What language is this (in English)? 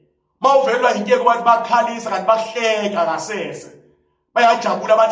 Zulu